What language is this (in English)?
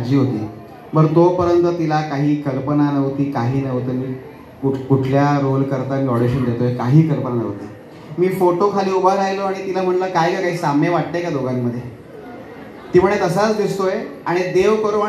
Marathi